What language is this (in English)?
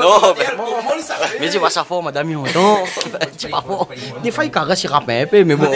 Réunion Creole French